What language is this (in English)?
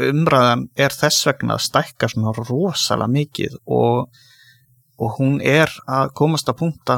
Icelandic